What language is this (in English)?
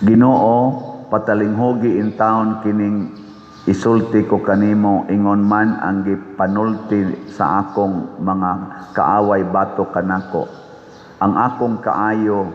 Cebuano